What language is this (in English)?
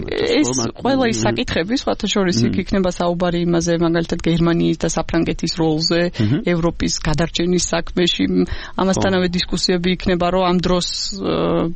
Georgian